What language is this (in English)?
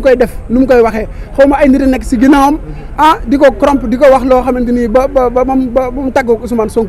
Wolof